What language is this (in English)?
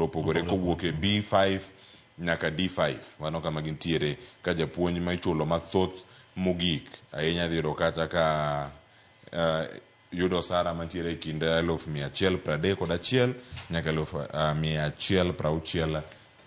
Luo (Kenya and Tanzania)